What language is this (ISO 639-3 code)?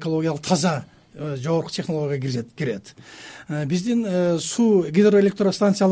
kir